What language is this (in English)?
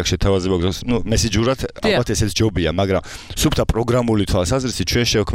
Georgian